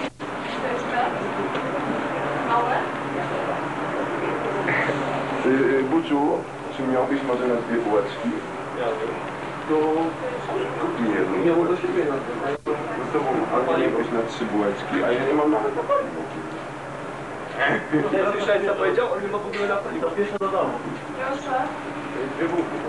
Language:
Polish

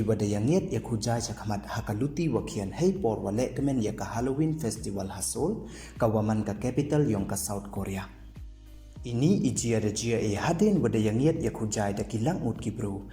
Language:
Pnar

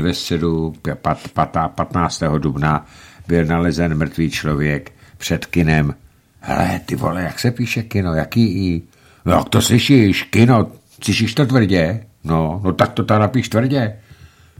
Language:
Czech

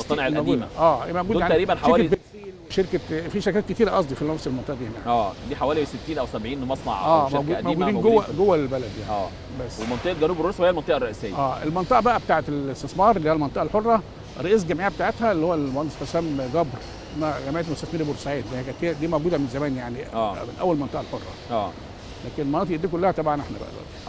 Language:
Egyptian Arabic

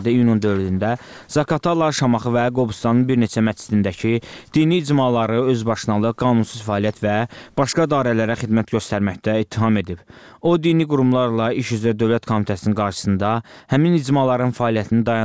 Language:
Azerbaijani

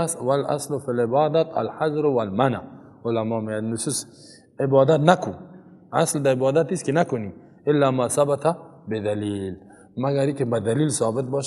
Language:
Persian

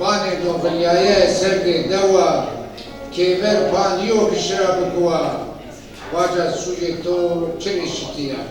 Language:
Zaza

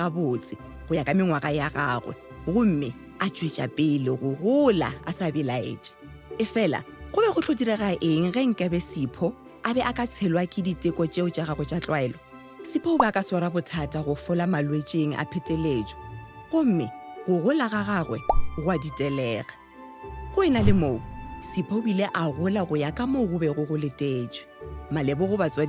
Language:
Northern Sotho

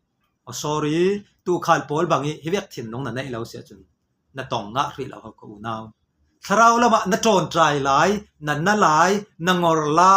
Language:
Falam Chin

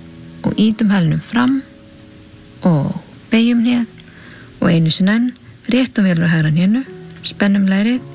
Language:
Icelandic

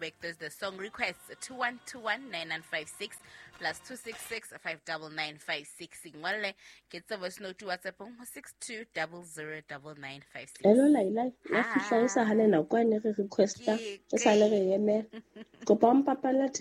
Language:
Southern Sotho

